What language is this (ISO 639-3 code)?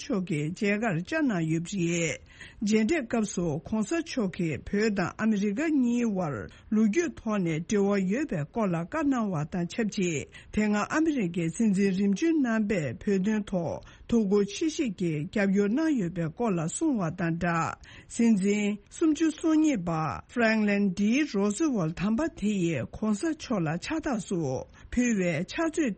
bod